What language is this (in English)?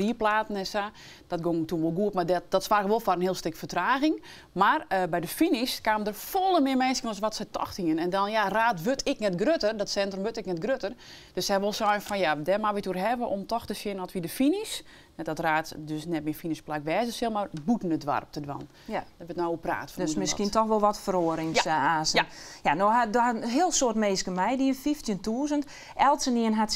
Western Frisian